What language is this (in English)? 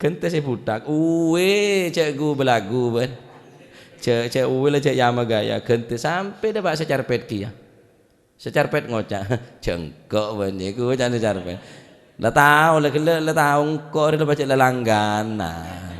Madurese